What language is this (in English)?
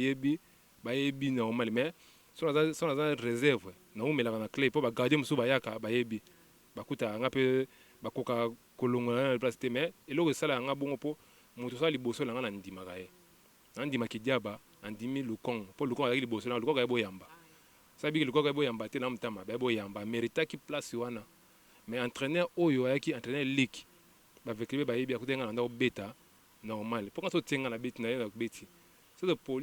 Lingala